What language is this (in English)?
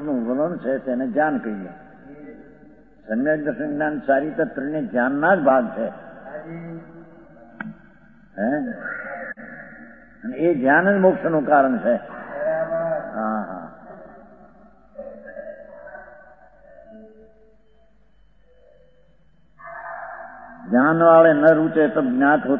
Gujarati